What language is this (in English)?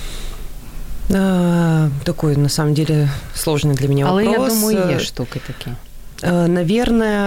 Ukrainian